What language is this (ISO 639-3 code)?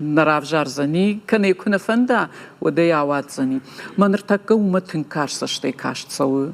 oss